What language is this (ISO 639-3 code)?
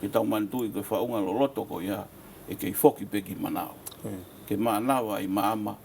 ton